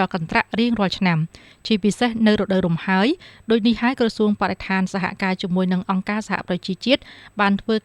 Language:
Khmer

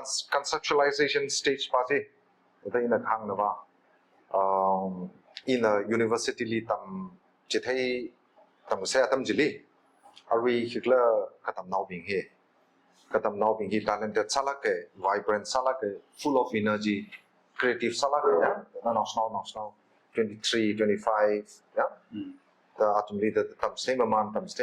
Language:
Tangkhul Naga (India)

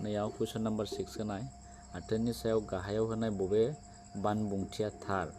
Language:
Bodo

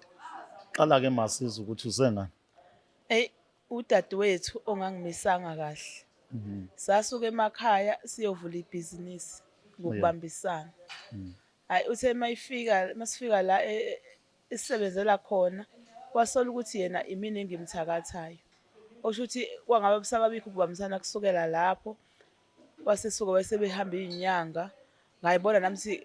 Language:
Zulu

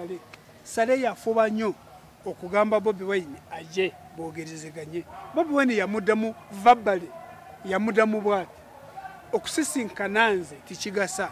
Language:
Ganda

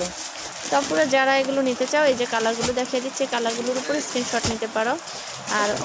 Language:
Bangla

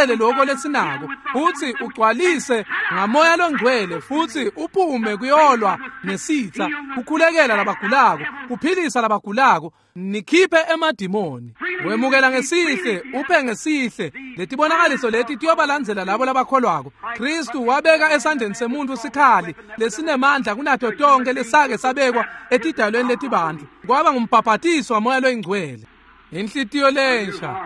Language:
Swati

